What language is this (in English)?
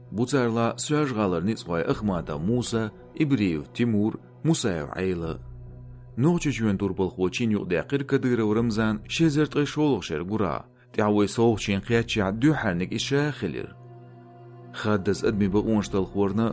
Chechen